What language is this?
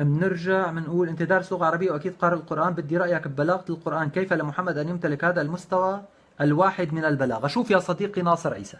North Levantine Arabic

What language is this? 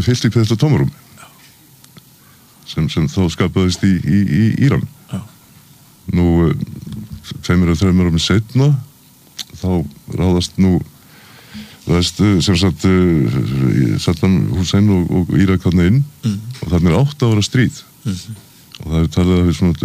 Icelandic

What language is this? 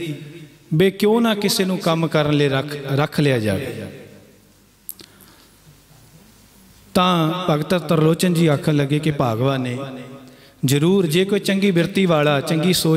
Punjabi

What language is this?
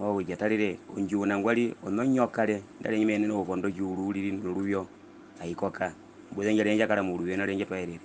Herero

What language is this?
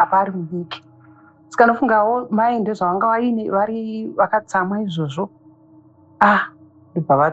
Shona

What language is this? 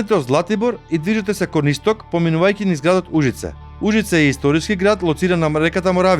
Macedonian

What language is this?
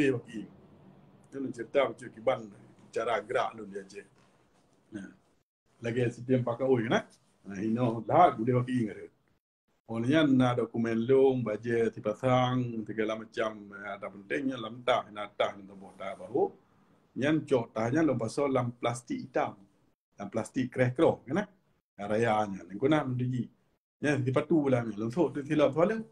Achinese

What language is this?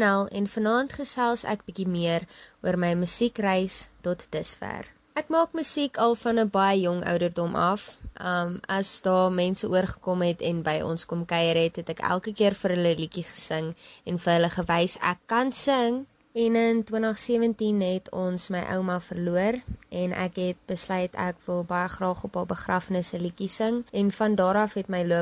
Afrikaans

